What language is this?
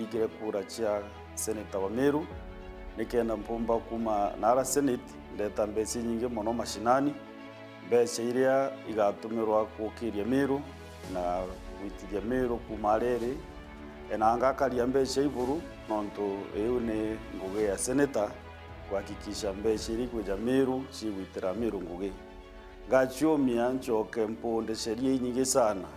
Meru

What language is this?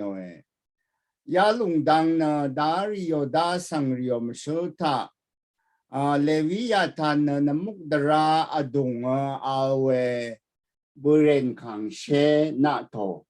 Rawang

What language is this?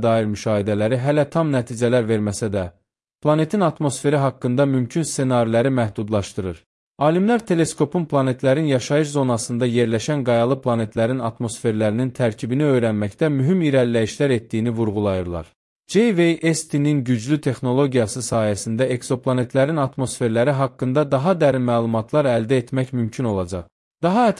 Azerbaijani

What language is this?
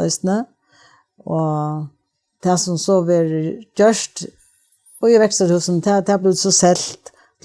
Faroese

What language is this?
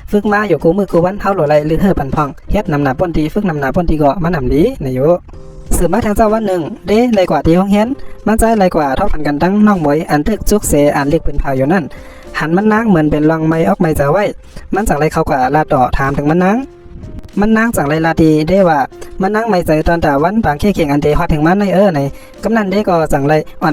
Shan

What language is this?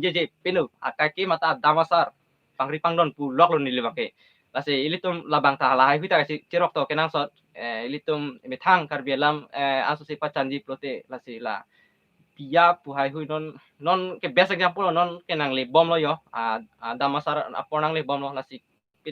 Karbi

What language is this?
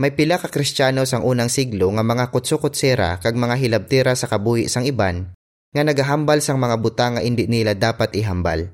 Hiligaynon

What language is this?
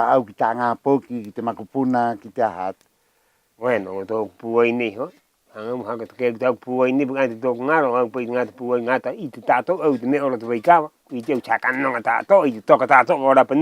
Rapanui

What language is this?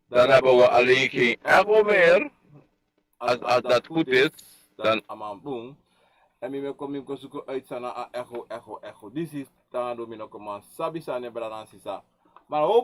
Sranan Tongo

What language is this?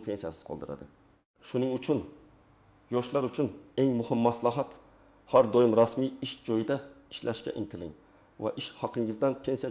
Uzbek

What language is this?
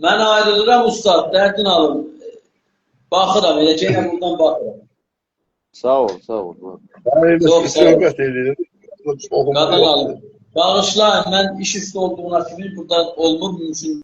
South Azerbaijani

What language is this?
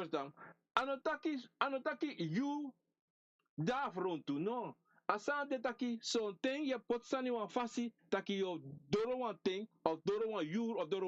Sranan Tongo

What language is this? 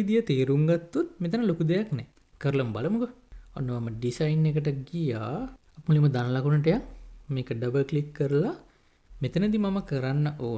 Sinhala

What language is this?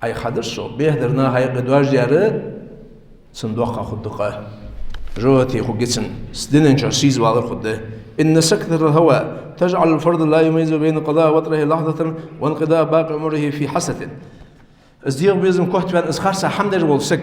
Ingush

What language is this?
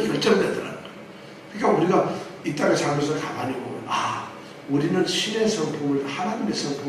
Korean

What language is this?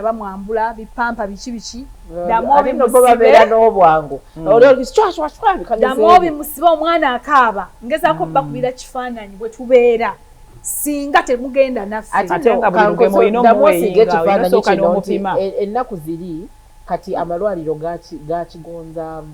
Ganda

